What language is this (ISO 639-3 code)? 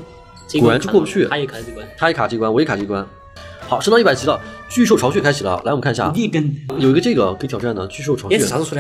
zho